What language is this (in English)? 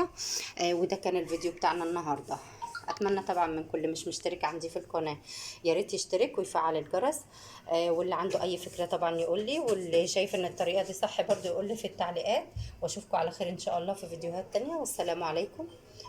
Egyptian Arabic